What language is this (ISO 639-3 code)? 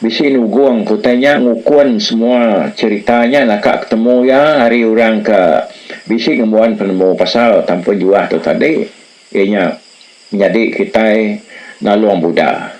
iba